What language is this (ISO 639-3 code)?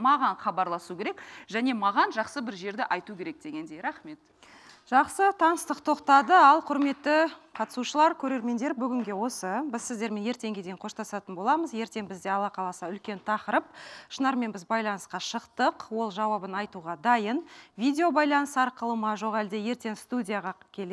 kaz